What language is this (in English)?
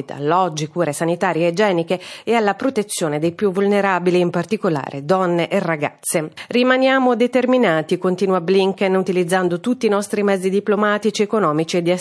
Italian